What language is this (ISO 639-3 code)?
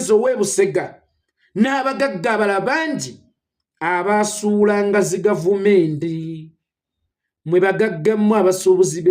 lug